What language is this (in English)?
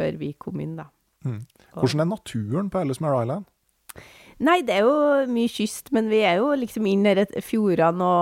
Norwegian